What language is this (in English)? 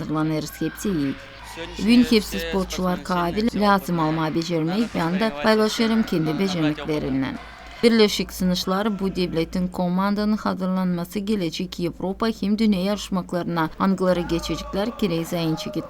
Gagauz